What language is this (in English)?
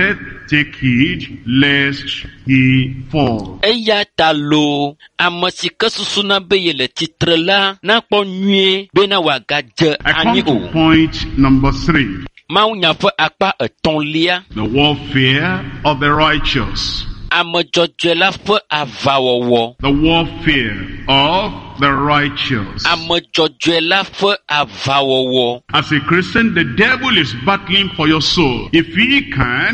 Ewe